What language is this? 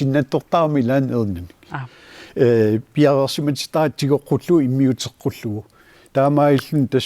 Kalaallisut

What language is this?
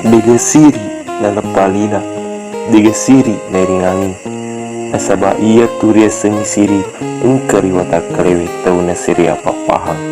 Buginese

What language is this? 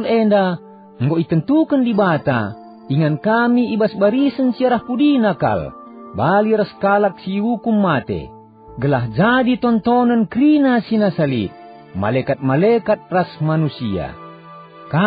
Batak Karo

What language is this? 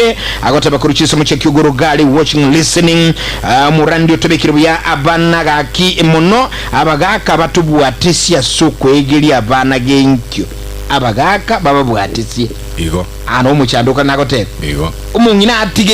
Gusii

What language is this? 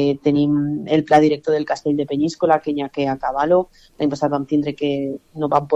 Catalan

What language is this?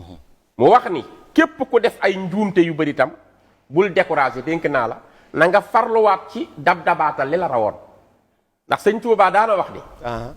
Wolof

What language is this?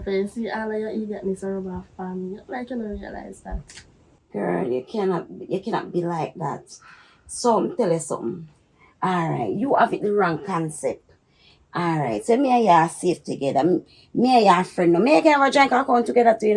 Jamaican Creole English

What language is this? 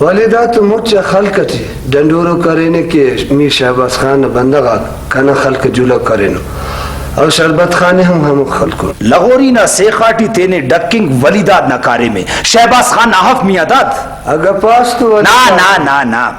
Brahui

